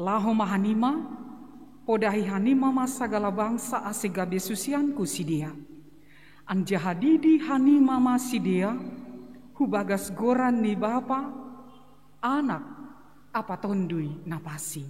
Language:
Batak Simalungun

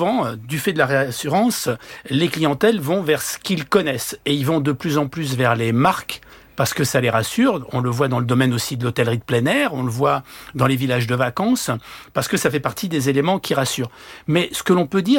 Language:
French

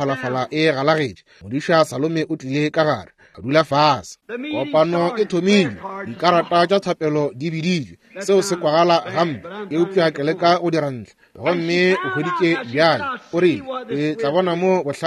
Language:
Northern Sotho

